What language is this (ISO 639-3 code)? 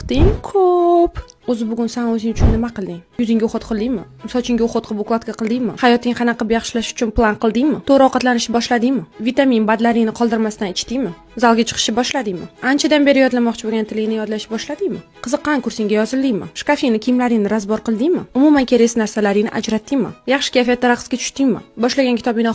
uzb